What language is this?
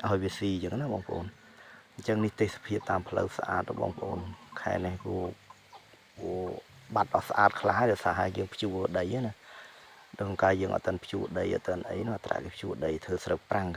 Khmer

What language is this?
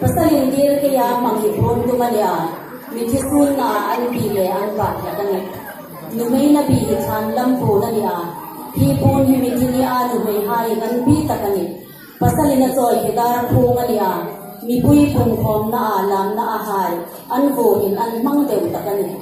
Hmar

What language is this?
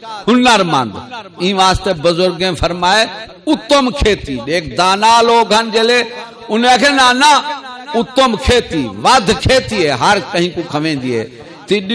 Saraiki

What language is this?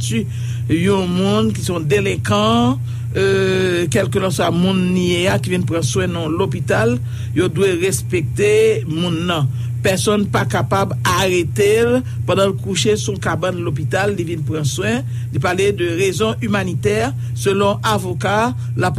Haitian Creole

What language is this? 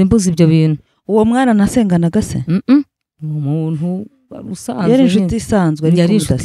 Kinyarwanda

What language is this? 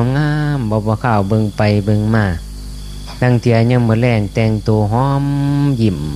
Northeastern Thai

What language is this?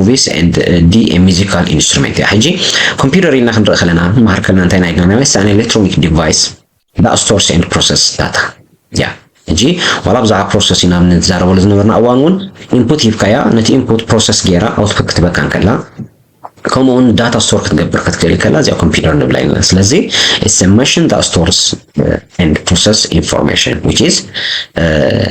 Tigrinya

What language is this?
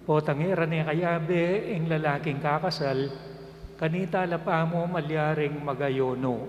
Pampanga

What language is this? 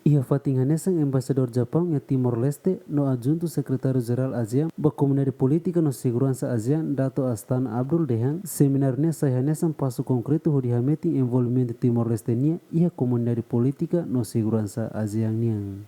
Tetum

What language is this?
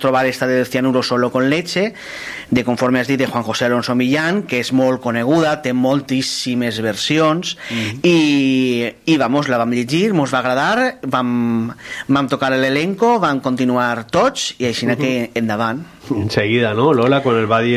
Catalan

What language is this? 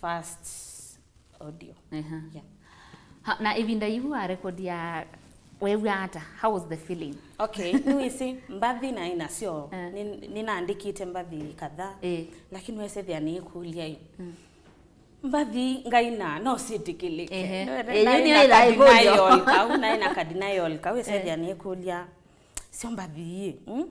Kamba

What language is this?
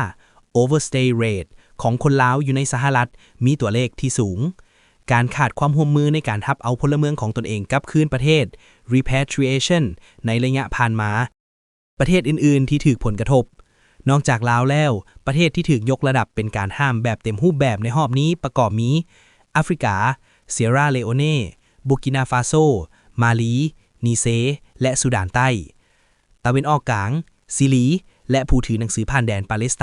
Lao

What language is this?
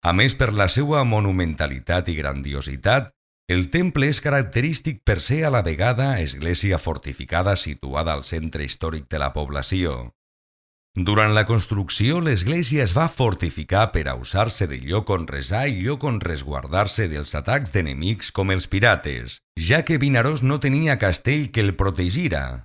Catalan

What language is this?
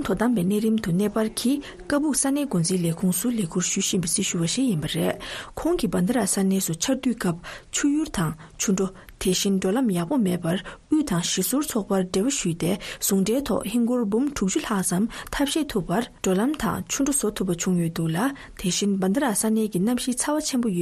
Tibetan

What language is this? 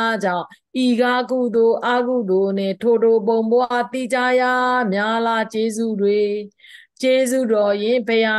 Burmese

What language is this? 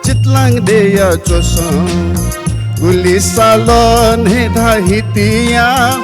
Newari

